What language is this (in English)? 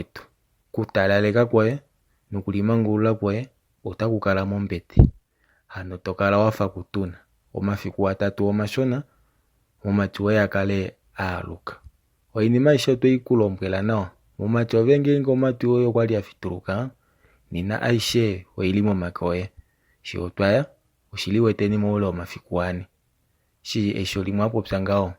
Kuanyama